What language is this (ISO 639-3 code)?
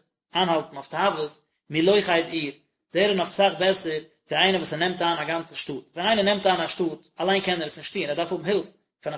yid